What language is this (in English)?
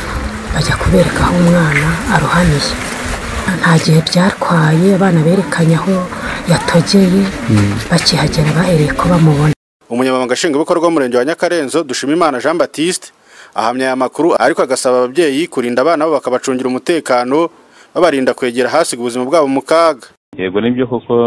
Kinyarwanda